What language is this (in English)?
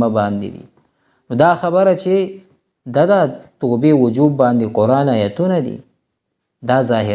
Pashto